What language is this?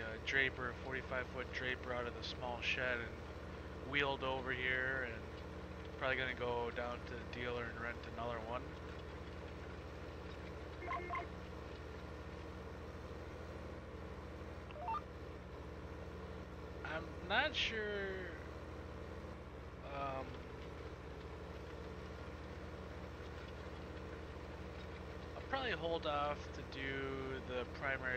English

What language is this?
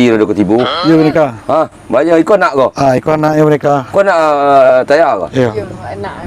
Minangkabau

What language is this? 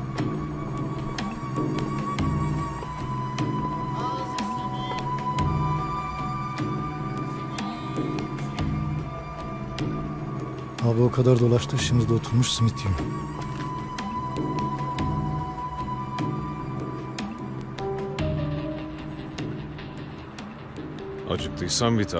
Turkish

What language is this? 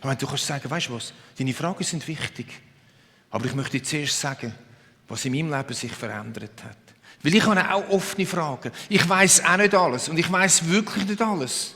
Swiss German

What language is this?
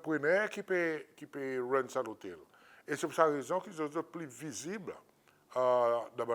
Seselwa Creole French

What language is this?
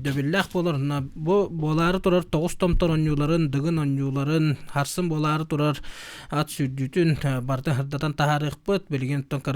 Yakut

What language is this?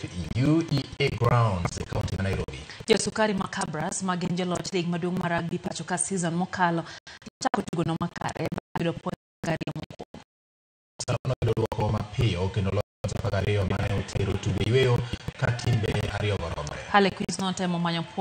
Luo (Kenya and Tanzania)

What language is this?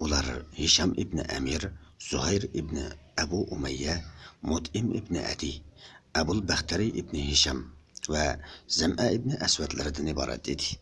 Uyghur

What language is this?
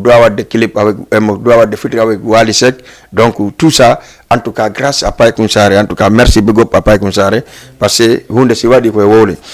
Fula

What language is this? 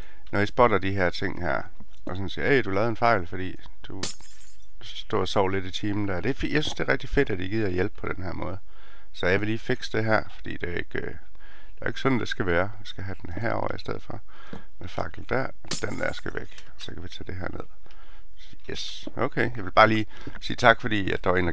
Danish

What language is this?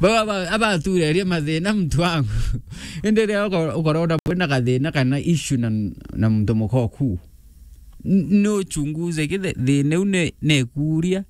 Meru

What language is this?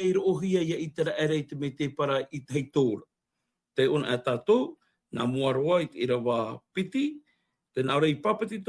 Tahitian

